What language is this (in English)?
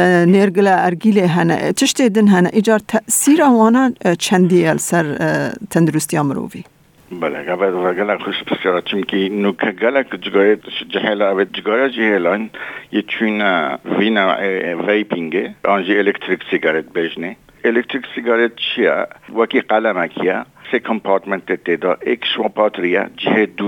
Kurdish